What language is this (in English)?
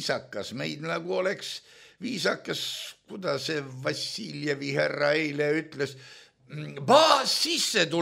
Estonian